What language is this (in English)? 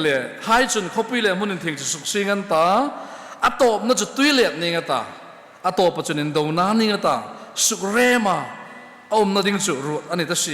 Hmar